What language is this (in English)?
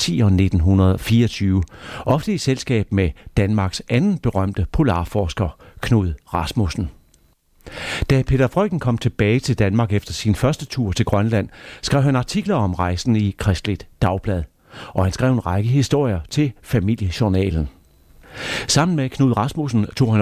Danish